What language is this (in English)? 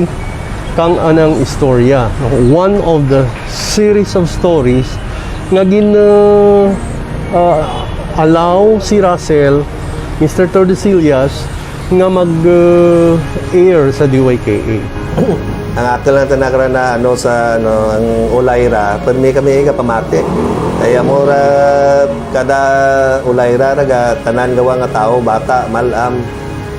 Kinaray-a